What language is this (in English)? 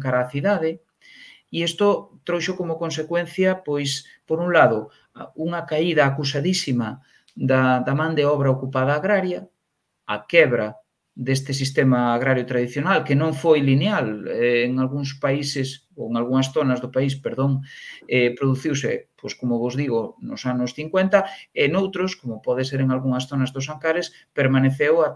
Galician